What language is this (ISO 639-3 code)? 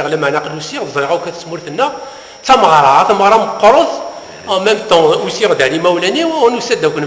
kab